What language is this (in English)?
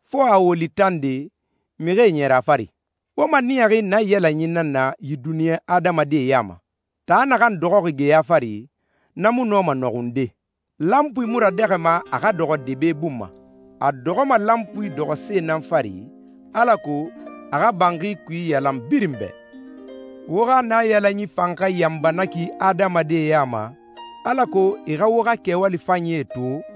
Susu